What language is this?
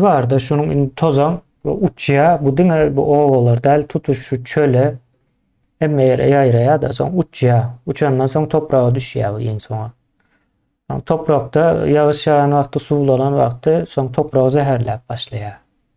Turkmen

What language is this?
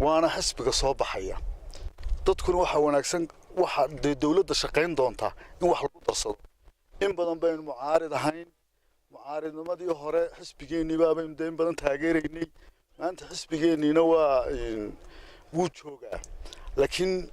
Somali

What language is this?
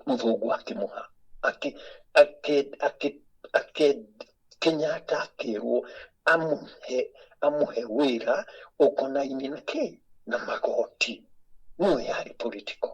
Kikuyu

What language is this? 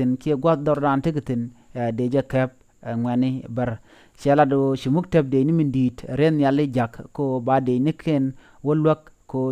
Nuer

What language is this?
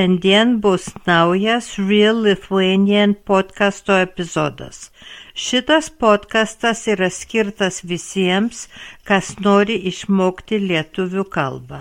Lithuanian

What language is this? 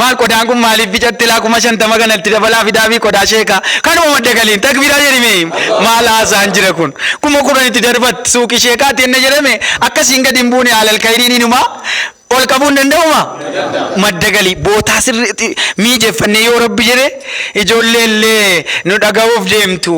Oromo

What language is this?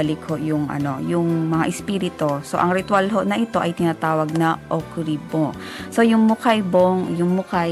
Filipino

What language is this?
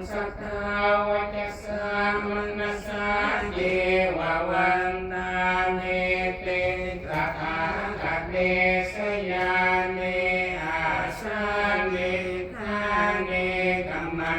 Pali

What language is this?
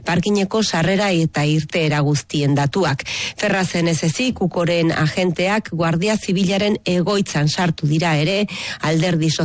Basque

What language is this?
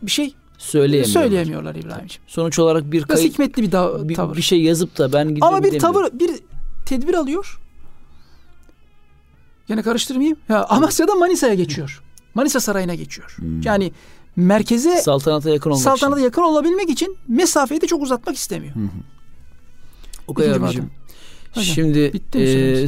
Turkish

